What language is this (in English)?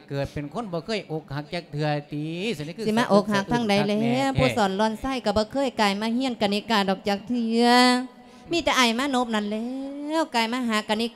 Lao